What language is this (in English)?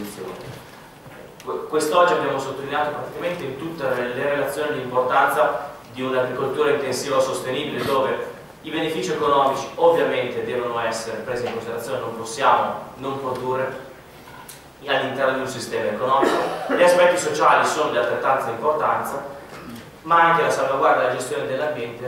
Italian